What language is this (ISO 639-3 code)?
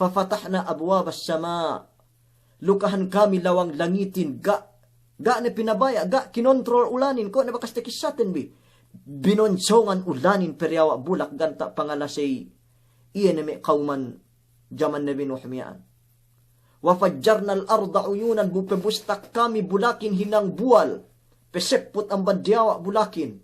yka